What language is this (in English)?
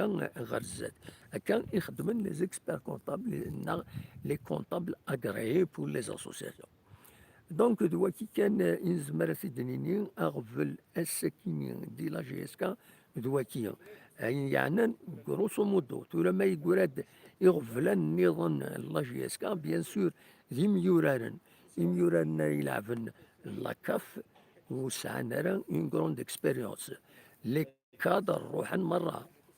Kabyle